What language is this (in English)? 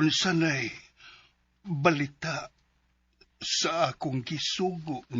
Cebuano